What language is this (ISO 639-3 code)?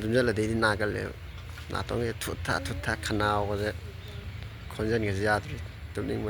mni